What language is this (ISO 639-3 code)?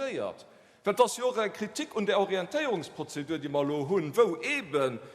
ltz